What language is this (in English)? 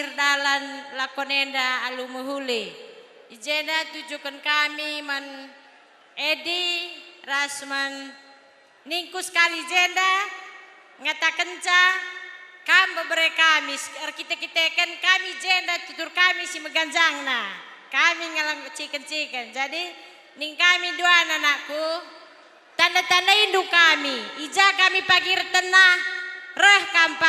Batak Karo